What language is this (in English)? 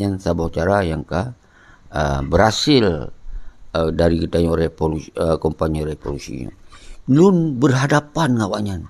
Achinese